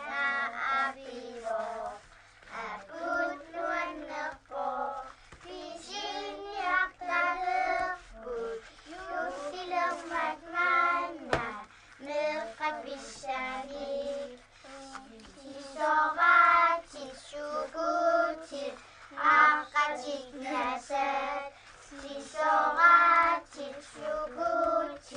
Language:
Kalaallisut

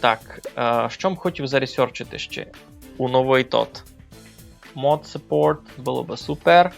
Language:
Rusyn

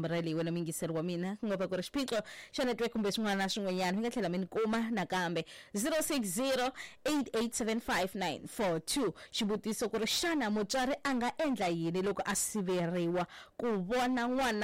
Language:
Tsonga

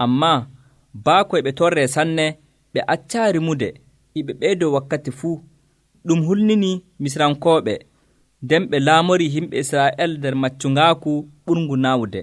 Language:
Nigerian Fulfulde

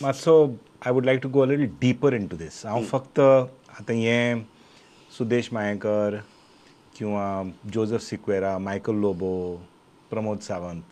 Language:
Konkani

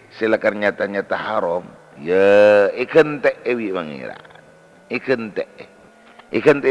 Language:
Madurese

